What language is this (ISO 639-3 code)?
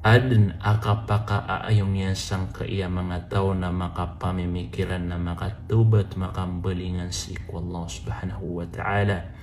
mrw